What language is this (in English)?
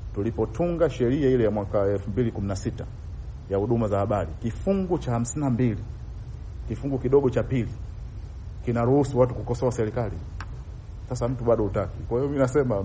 Swahili